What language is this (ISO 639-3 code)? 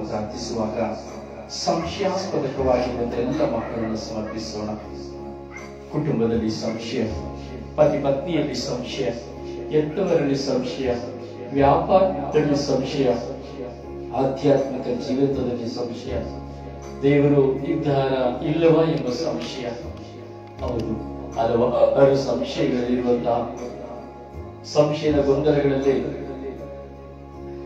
kan